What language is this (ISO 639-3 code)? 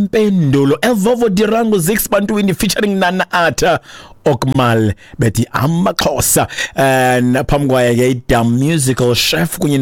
xho